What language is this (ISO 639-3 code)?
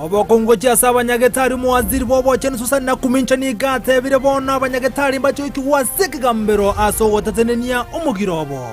guz